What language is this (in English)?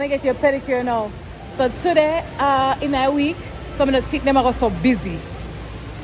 Jamaican Creole English